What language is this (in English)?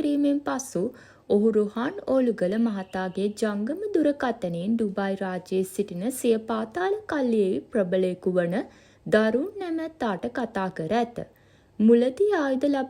Sinhala